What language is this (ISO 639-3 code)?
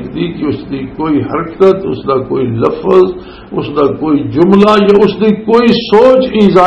lah